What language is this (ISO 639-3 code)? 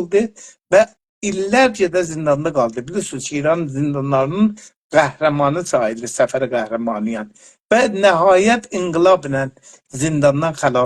azb